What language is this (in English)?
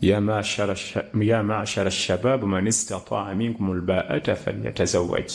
Ganda